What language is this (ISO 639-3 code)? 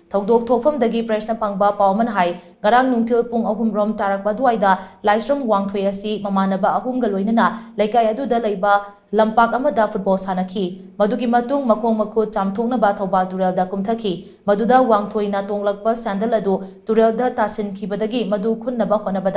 mni